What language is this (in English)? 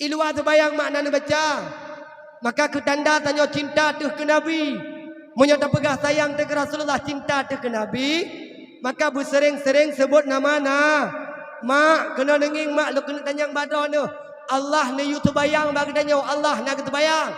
Achinese